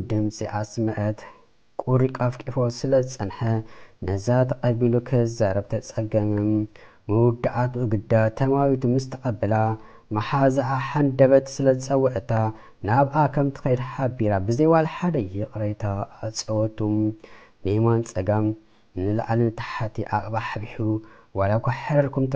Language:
Tigrinya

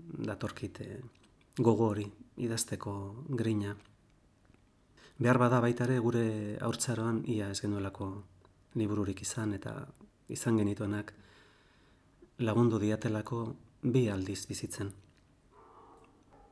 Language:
Basque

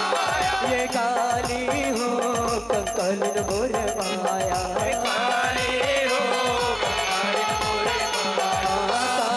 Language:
Chhattisgarhi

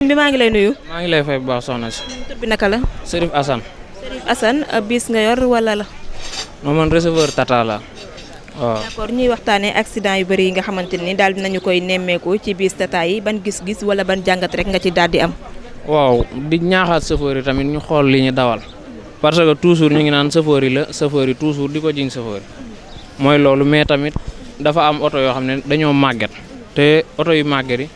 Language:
Wolof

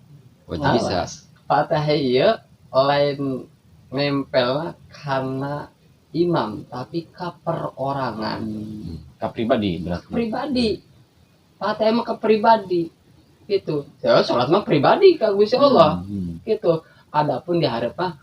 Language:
Sundanese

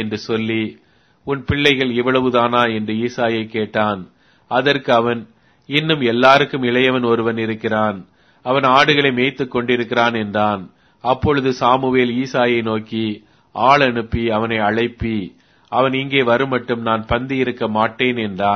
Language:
Tamil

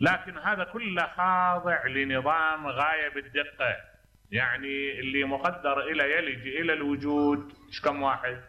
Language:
Mesopotamian Arabic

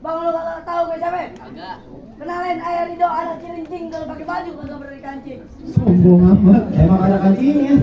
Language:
Betawi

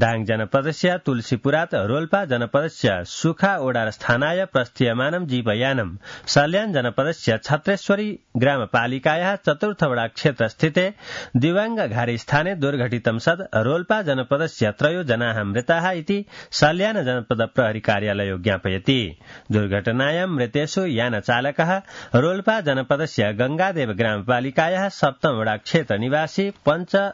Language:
Sanskrit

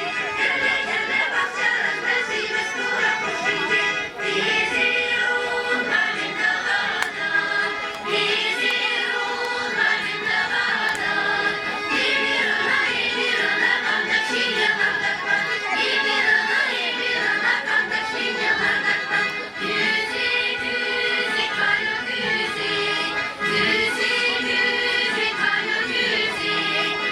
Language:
Chuvash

